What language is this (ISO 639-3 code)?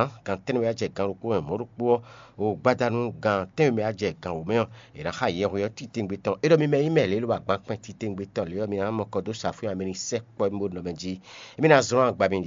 fon